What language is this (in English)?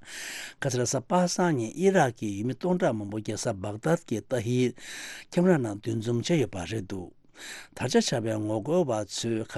Tibetan